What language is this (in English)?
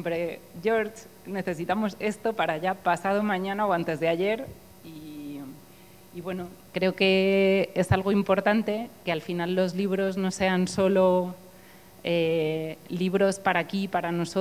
Spanish